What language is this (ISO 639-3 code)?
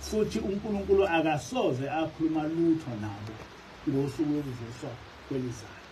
zul